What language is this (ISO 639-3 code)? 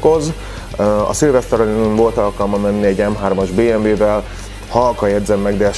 hun